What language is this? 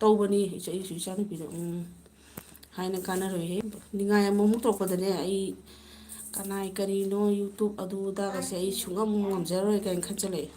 Manipuri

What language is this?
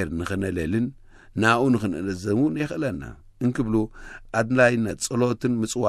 Tigrinya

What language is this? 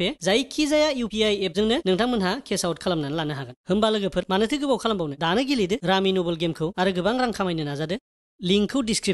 Bodo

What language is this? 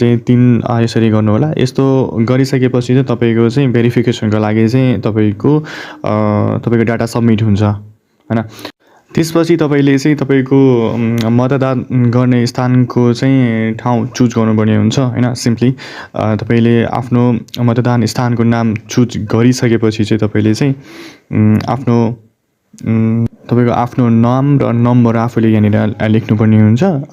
Nepali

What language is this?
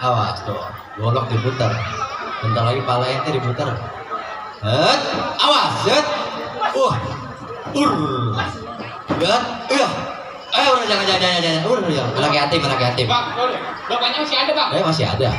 Betawi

